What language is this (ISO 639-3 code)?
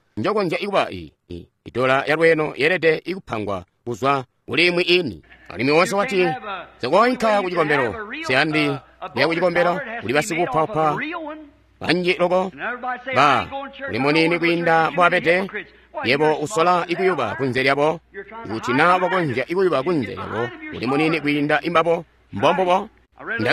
toi